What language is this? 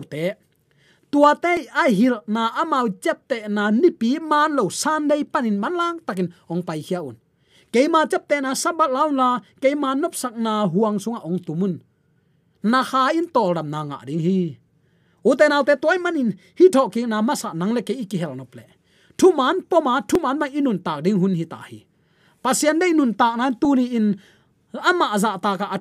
Tedim Chin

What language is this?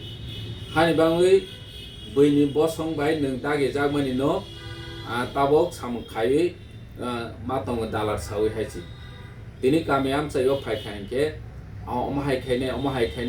Kok Borok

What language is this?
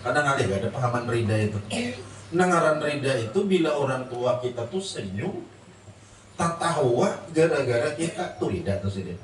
Banjar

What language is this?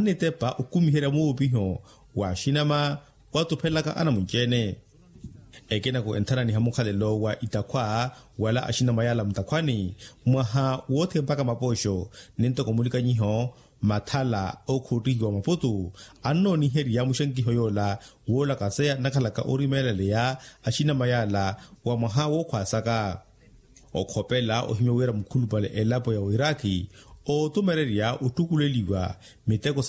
Makhuwa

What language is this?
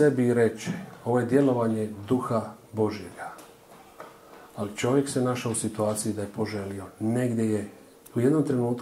Croatian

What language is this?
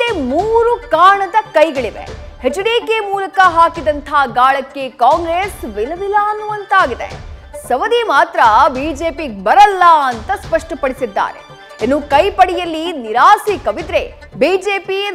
Kannada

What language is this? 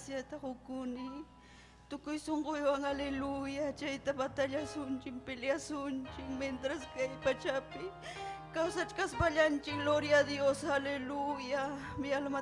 Ayacucho Quechua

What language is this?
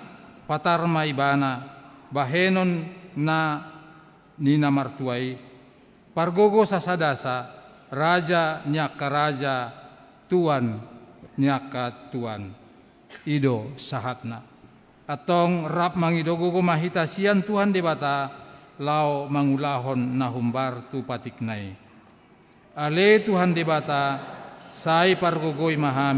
Batak Toba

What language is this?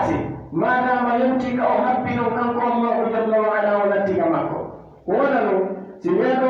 Pular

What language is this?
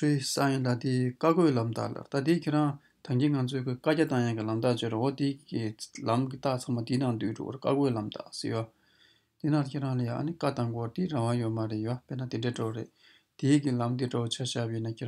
Tibetan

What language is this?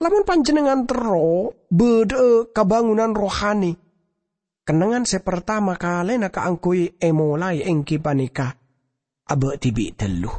Madurese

